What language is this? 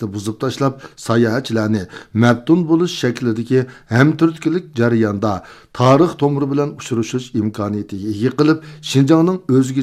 Uyghur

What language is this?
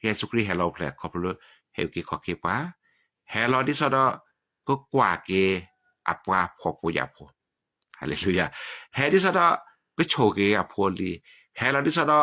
S'gaw Karen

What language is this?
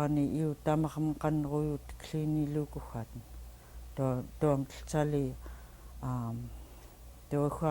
Central Yupik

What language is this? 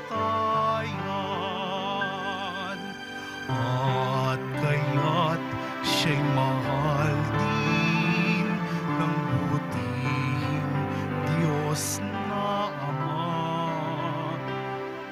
Filipino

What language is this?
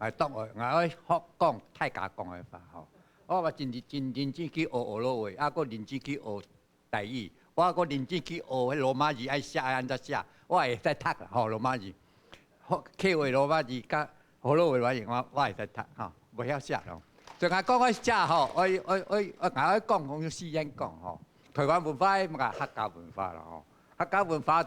Hakka Chinese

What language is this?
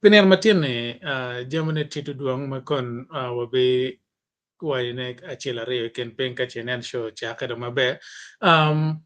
Acoli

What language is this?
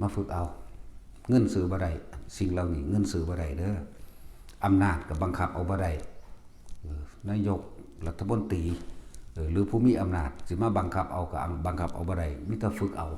Northeastern Thai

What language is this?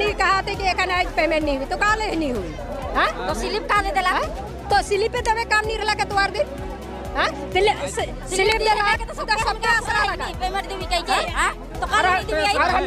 Sadri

